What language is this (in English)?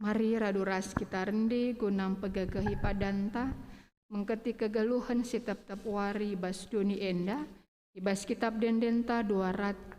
Batak Karo